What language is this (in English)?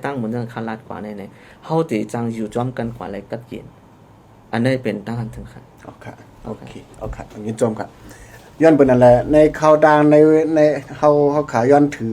Shan